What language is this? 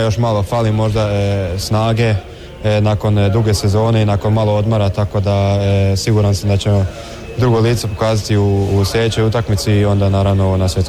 Croatian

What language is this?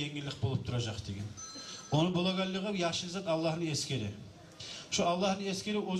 Kumyk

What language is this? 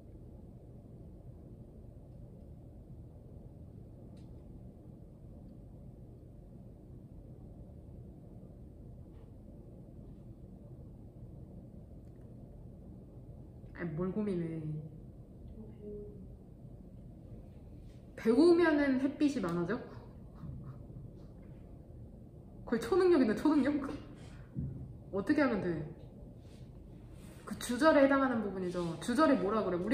Korean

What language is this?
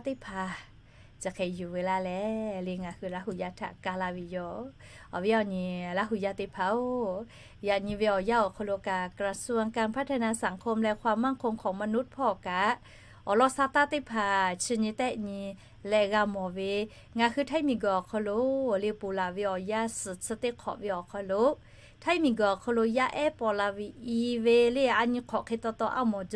Lahu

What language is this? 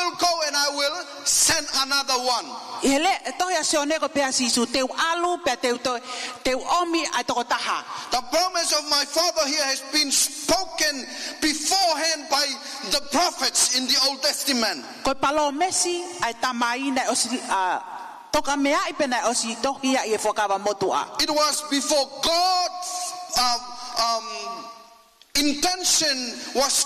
Tongan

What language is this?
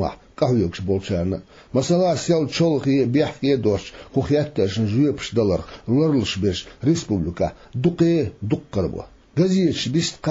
Chechen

